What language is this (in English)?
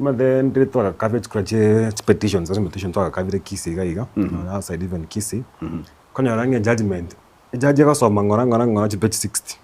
Gusii